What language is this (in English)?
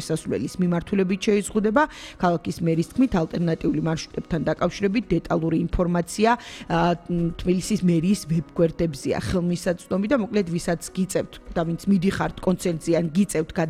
Georgian